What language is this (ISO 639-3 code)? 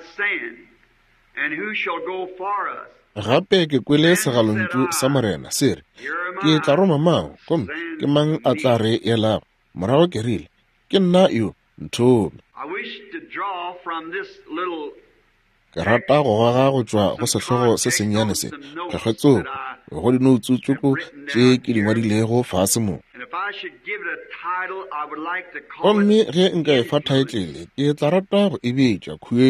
nso